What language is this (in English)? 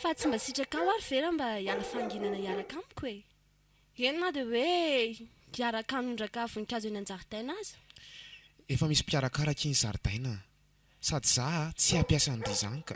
Malagasy